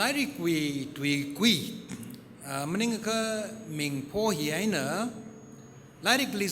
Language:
Tangkhul Naga (India)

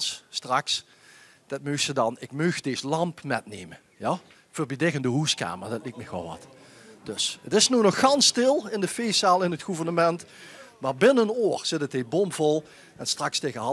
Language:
Limburgish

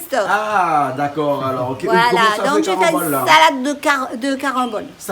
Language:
Réunion Creole French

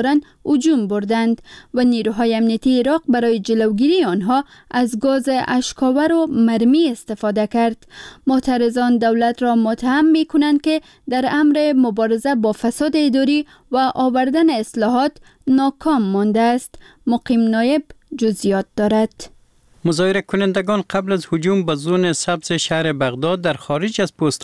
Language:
Persian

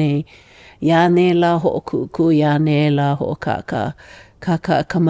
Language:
Hawaiian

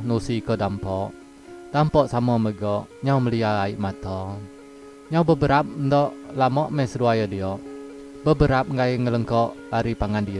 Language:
Iban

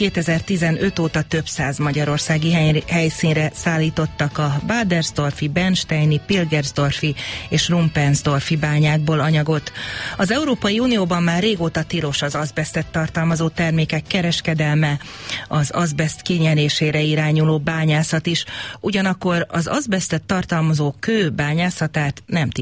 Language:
Hungarian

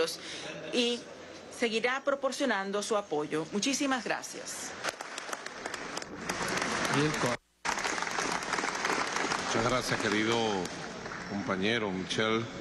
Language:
Spanish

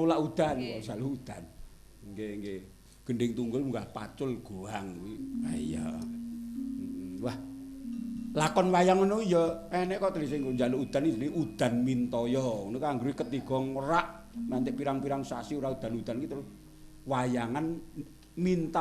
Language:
Javanese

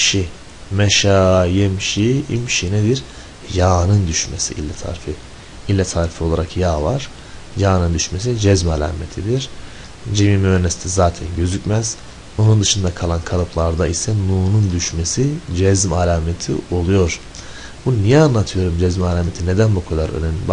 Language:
Turkish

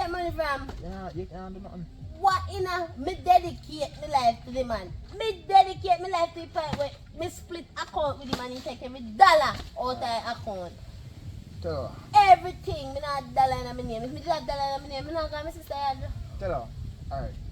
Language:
Jamaican Creole English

